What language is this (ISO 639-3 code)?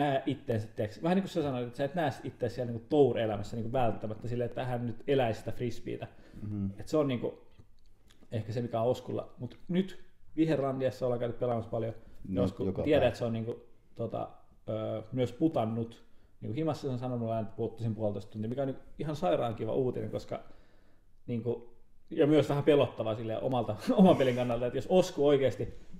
fin